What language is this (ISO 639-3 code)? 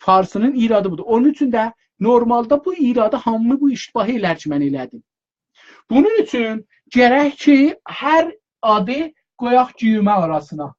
azb